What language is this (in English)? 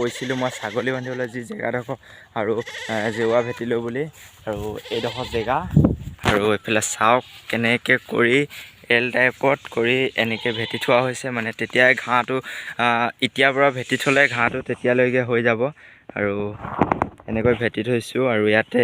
Assamese